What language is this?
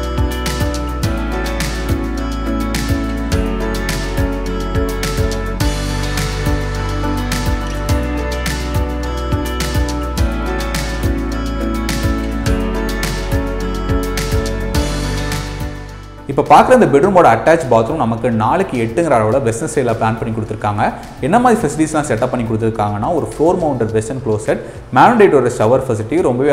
Tamil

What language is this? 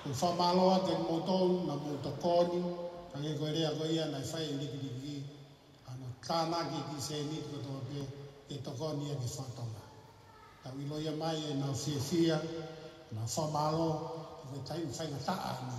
Tongan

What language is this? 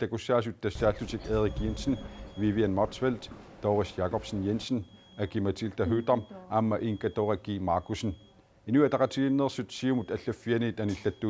Kalaallisut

